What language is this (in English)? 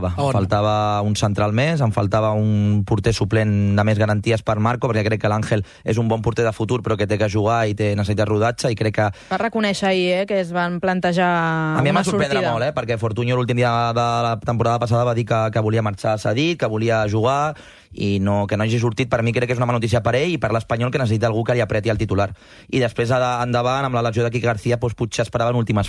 Catalan